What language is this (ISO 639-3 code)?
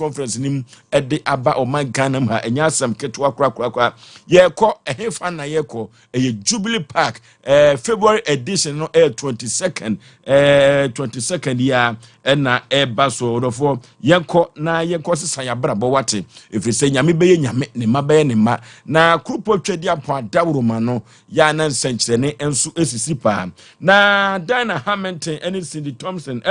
aka